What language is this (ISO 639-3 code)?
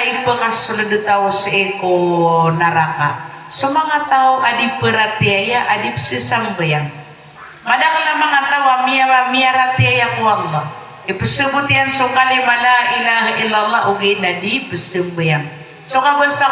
mrw